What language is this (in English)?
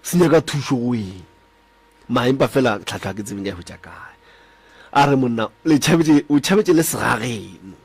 Northern Sotho